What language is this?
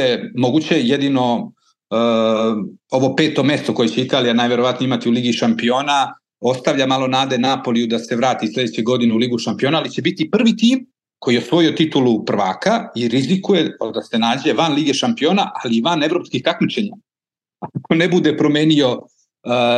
Serbian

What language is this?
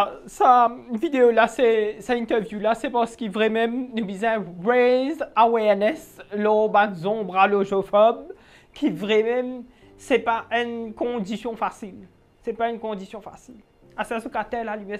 Morisyen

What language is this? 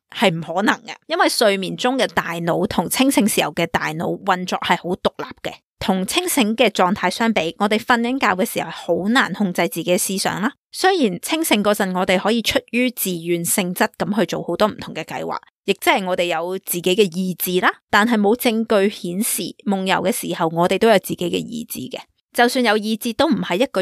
Cantonese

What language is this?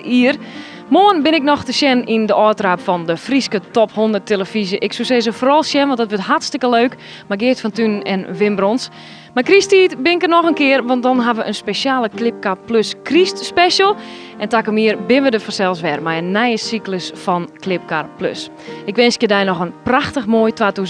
Western Frisian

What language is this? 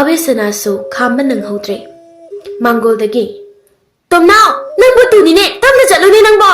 Manipuri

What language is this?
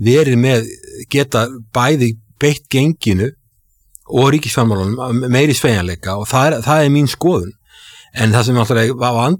Icelandic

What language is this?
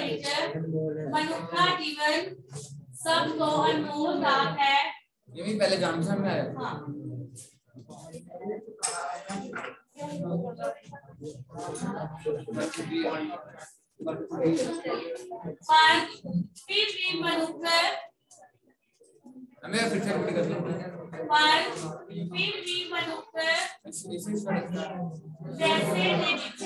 Punjabi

